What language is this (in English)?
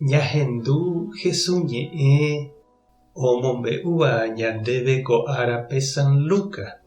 Guarani